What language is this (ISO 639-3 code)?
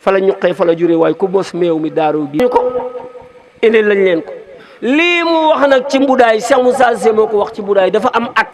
wol